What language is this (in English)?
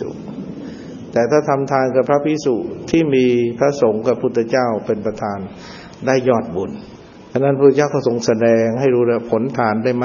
Thai